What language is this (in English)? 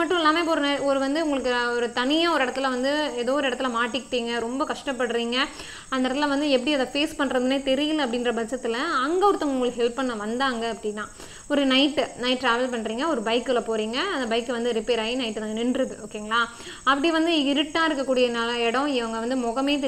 Tamil